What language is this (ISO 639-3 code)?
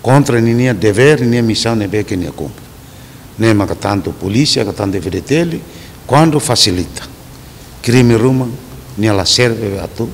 tet